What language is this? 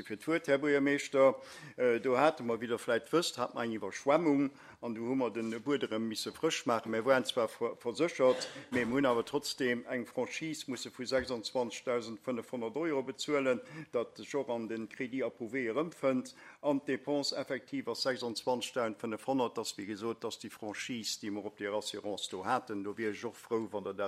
Luxembourgish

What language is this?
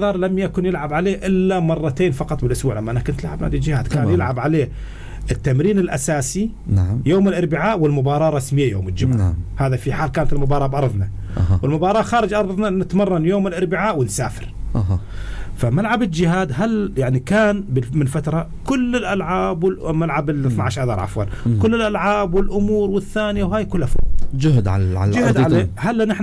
North Levantine Arabic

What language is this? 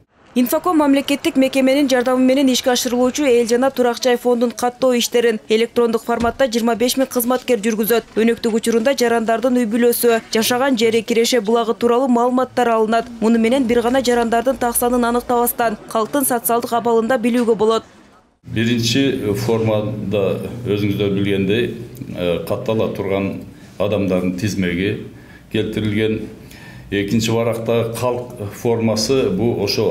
Kyrgyz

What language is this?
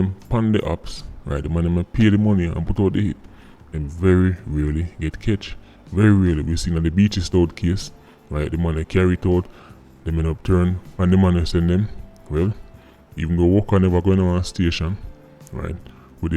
Jamaican Creole English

